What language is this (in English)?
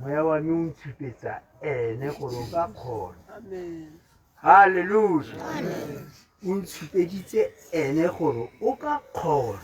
Tswana